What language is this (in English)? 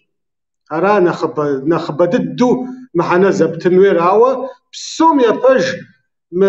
Kabardian